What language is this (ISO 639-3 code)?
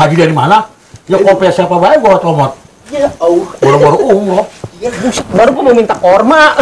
bew